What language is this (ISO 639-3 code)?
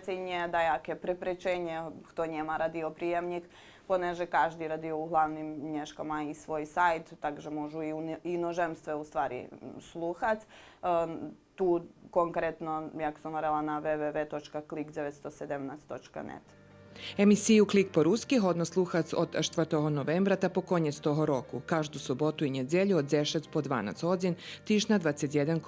rue